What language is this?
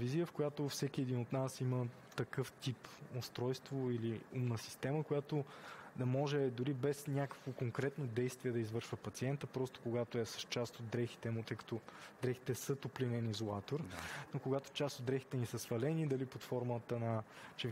Bulgarian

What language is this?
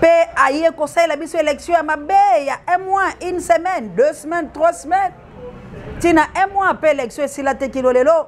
Lingala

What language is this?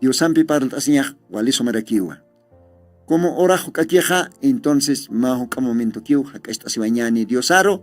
Aymara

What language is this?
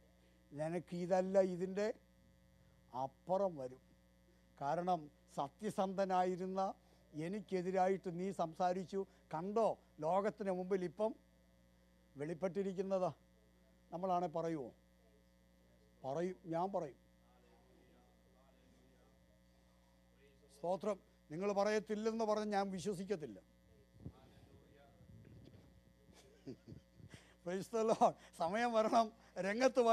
Malayalam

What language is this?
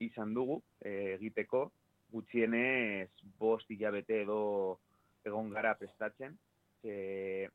Basque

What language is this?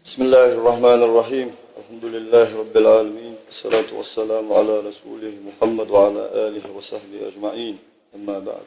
Ingush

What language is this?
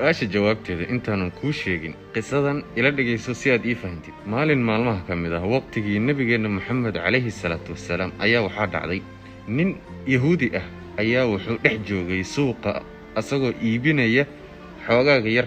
Somali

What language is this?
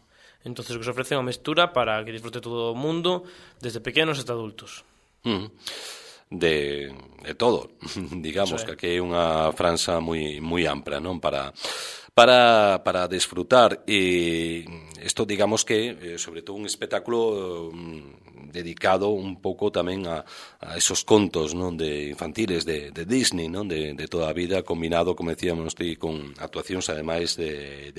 Galician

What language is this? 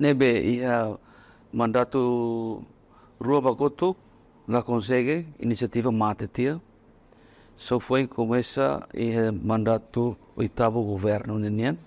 Tetum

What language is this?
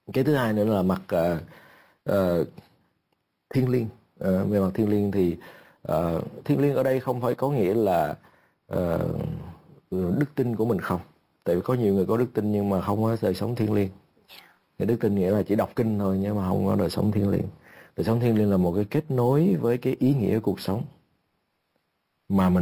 Vietnamese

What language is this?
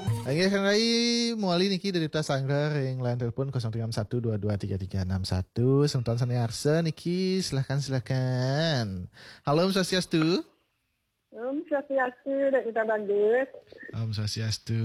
Balinese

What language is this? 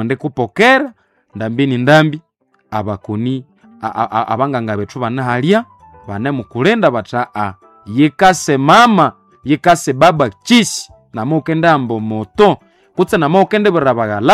Nande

